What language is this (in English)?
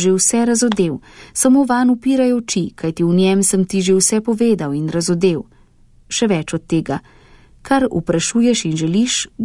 Slovenian